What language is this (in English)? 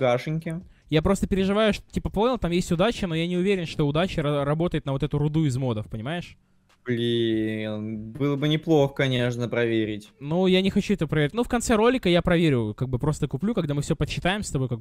Russian